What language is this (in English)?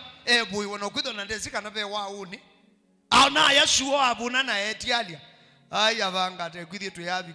Kamba